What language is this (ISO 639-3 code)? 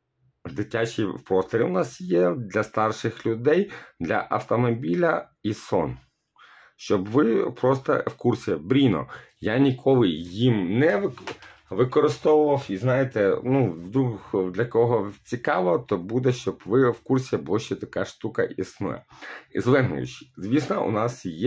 ukr